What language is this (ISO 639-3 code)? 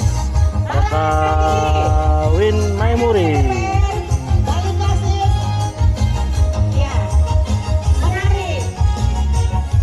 ind